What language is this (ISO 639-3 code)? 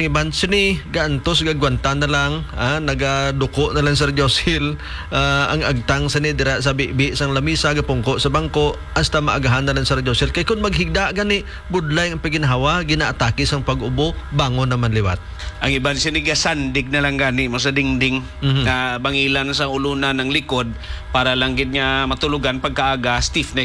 hil